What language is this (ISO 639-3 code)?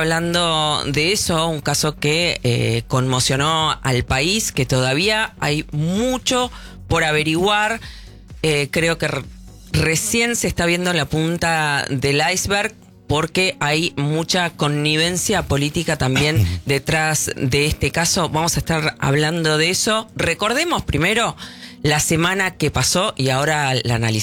spa